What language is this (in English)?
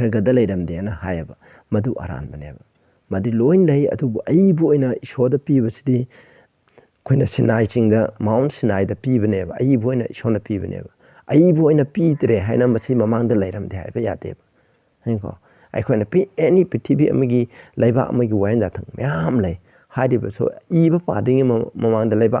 Manipuri